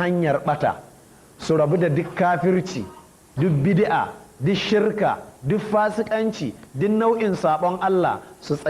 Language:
Hausa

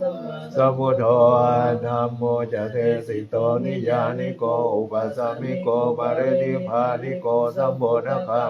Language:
Pali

